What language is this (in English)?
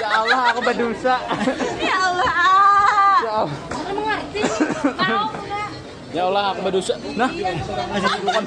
Banjar